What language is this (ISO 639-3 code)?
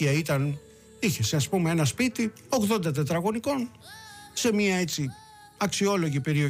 ell